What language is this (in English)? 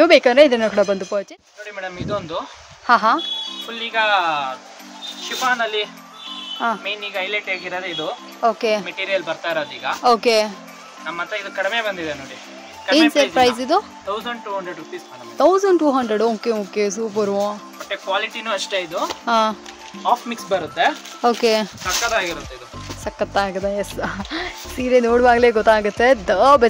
Kannada